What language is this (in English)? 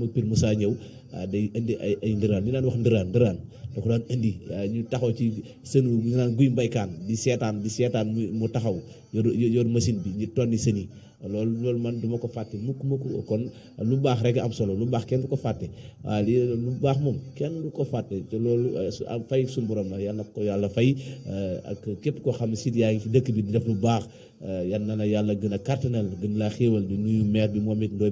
Wolof